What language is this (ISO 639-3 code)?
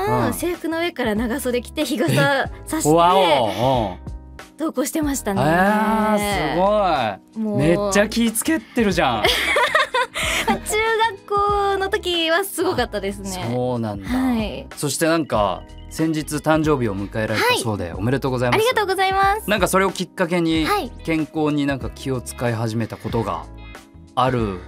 jpn